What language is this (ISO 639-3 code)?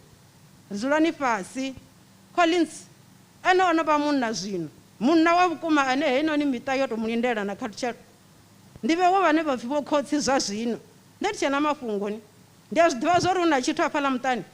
ven